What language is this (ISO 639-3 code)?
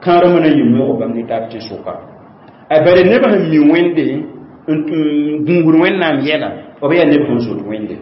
mos